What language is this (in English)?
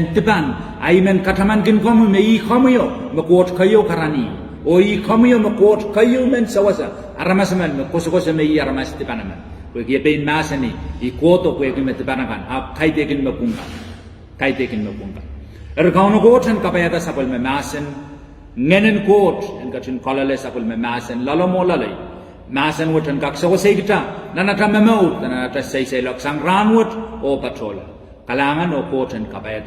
Pohnpeian